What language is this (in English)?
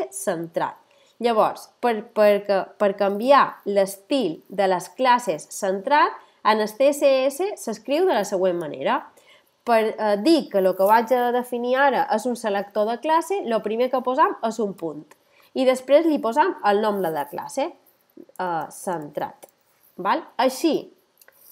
Catalan